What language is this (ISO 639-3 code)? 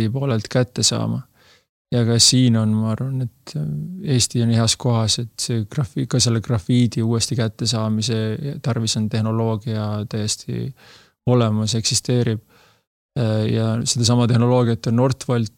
est